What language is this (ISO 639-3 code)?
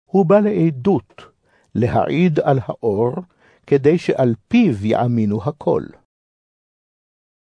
heb